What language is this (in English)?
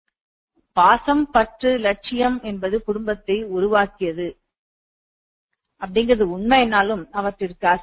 Tamil